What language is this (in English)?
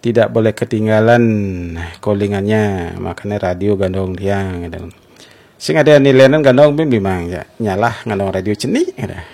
Balinese